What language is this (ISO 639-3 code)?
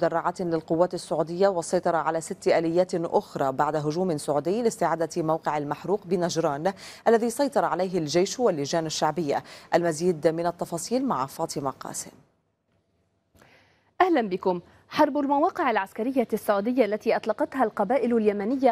ara